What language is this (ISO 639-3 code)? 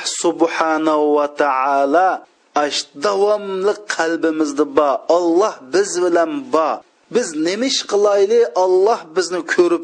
uig